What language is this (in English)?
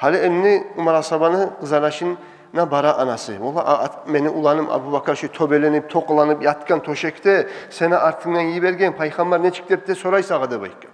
Kumyk